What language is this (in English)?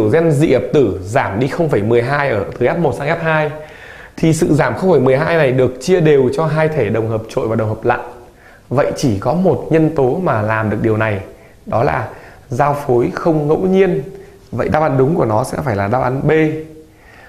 Vietnamese